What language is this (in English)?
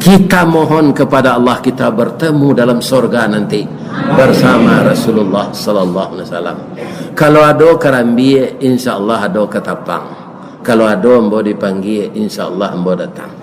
Minangkabau